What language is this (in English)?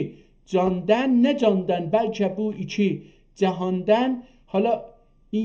South Azerbaijani